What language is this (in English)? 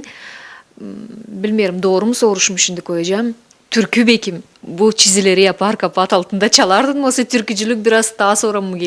Gagauz